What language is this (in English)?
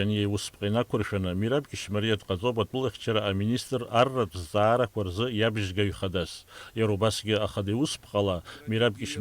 Abkhazian